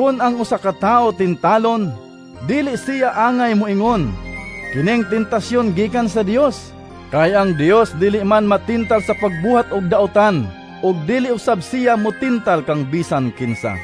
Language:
Cebuano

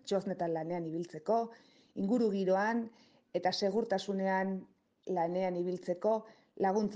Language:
Basque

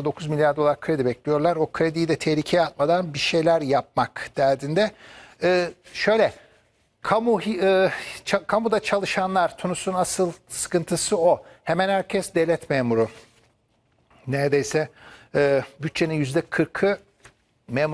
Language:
Turkish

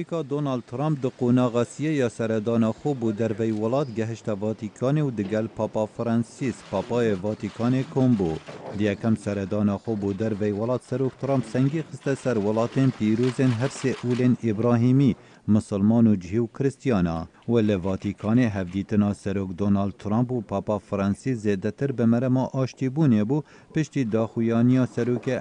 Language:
Kurdish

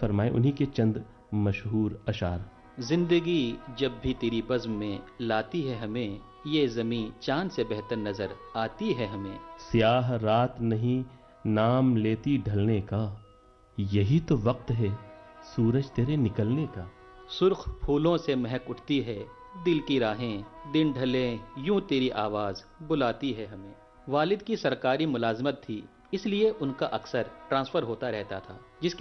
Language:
Urdu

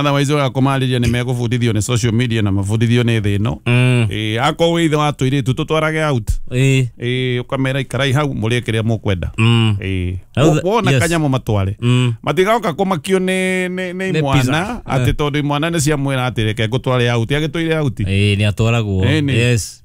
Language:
Kikuyu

